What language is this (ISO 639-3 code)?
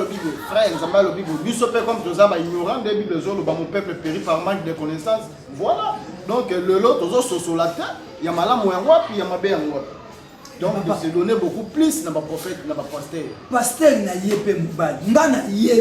lin